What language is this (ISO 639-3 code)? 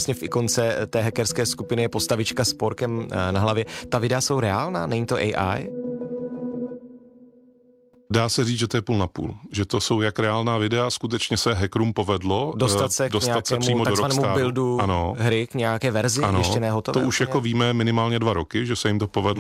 ces